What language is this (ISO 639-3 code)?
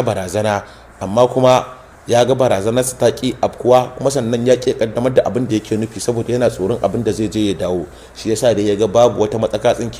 hau